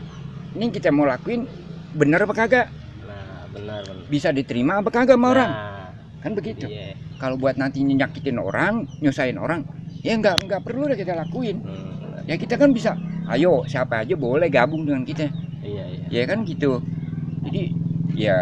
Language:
Betawi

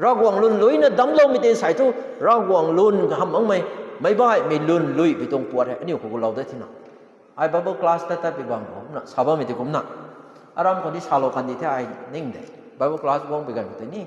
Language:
Rongmei Naga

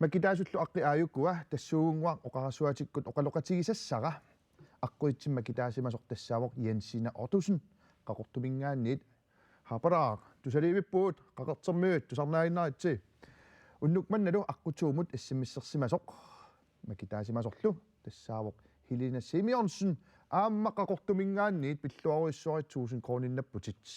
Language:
Kalaallisut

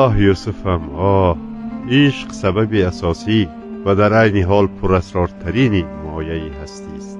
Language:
Tajik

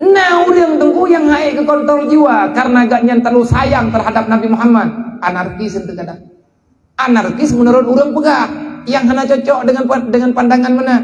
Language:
Achinese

